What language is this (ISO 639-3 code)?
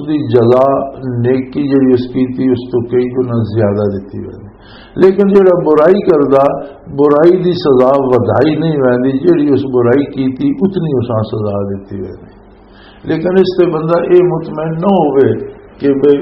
lah